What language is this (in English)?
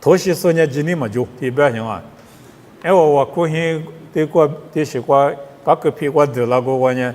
Lisu